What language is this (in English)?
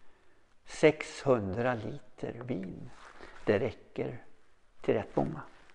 Swedish